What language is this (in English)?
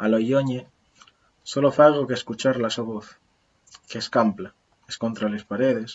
Asturian